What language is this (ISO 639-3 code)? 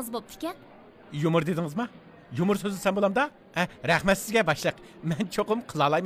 uig